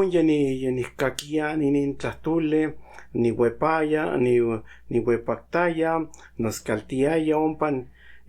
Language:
Central Nahuatl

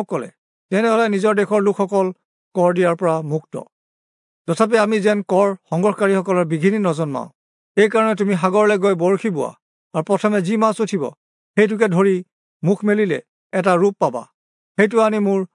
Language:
Assamese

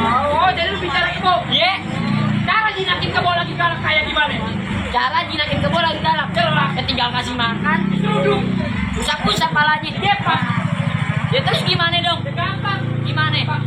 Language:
Betawi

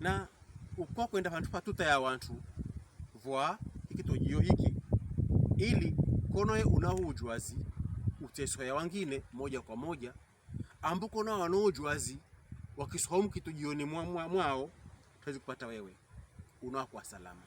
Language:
Pokomo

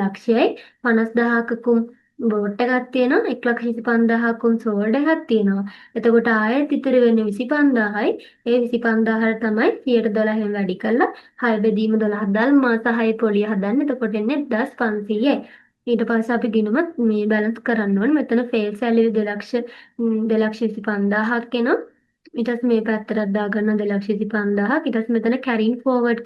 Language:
Sinhala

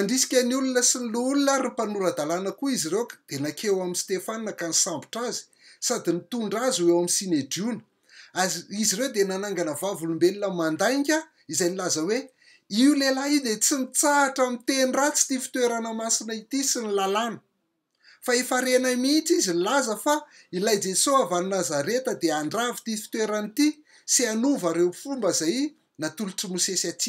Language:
Malagasy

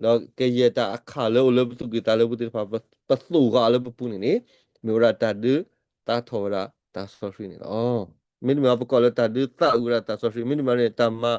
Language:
S'gaw Karen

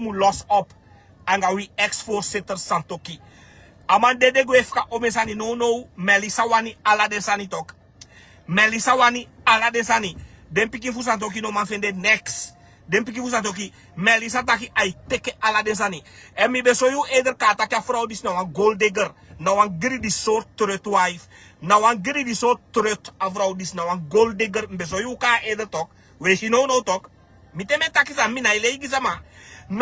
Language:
Sranan Tongo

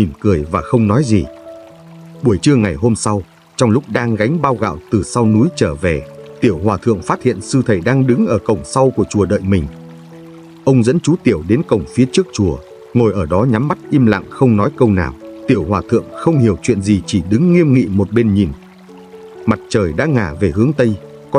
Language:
Vietnamese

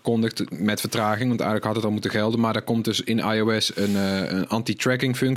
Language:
Dutch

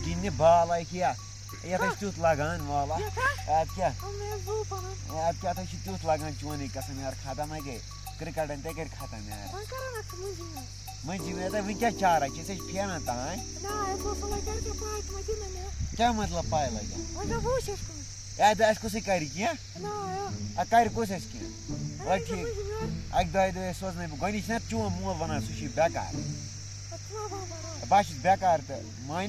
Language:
Kashmiri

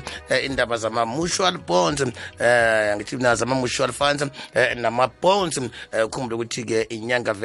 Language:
South Ndebele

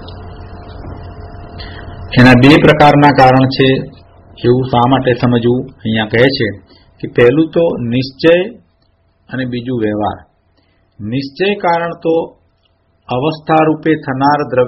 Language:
Gujarati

